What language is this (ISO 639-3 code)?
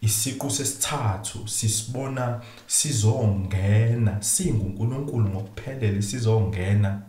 zul